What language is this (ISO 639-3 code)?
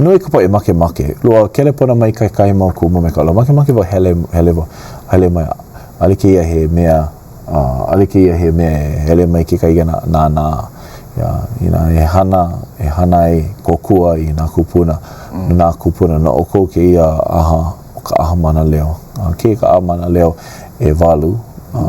haw